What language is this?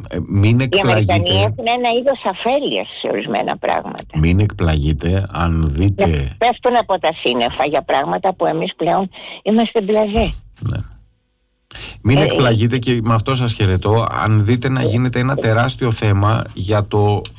Greek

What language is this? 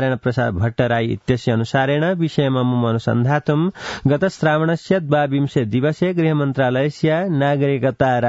Sanskrit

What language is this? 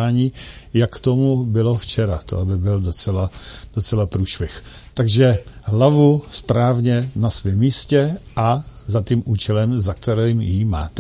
Czech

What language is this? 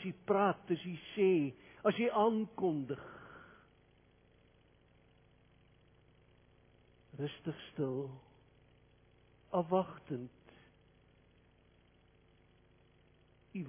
Afrikaans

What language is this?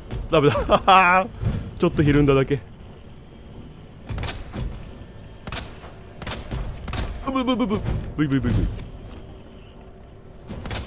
Japanese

